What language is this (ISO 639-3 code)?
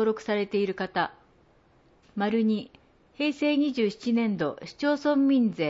jpn